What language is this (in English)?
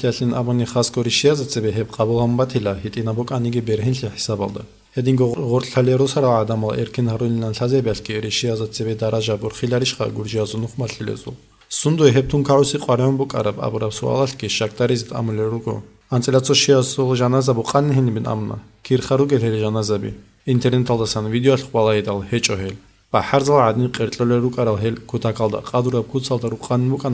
Avaric